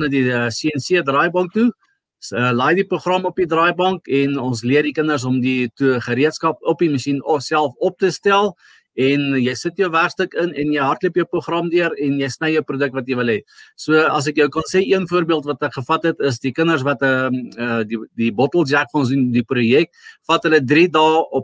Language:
Afrikaans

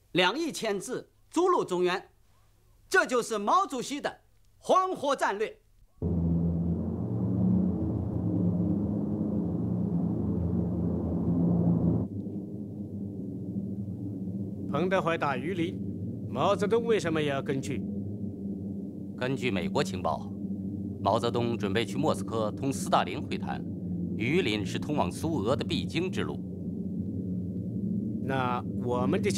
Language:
Chinese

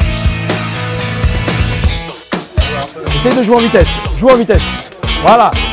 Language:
French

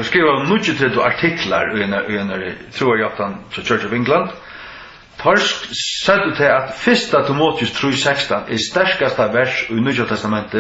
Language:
Faroese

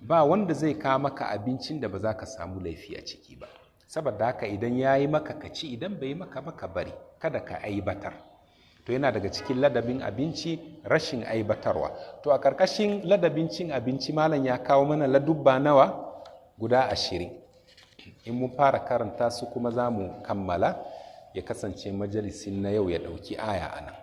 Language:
Hausa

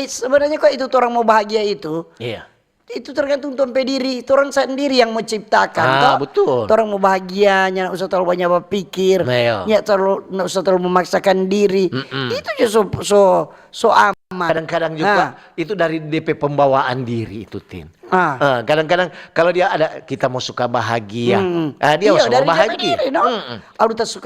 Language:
Manado Malay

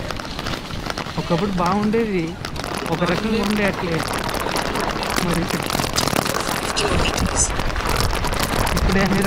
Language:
Telugu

